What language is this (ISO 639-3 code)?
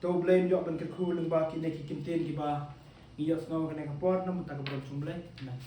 kha